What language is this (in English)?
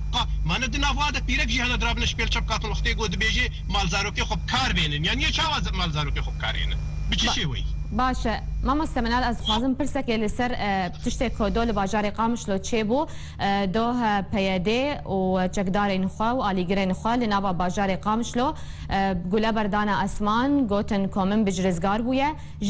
Kurdish